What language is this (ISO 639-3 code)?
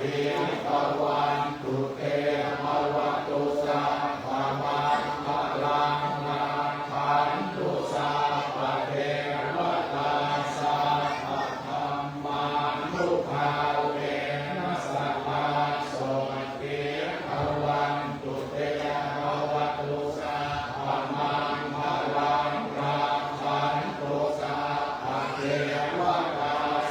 pli